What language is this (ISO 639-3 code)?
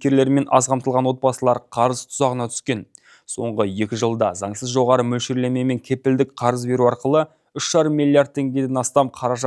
kaz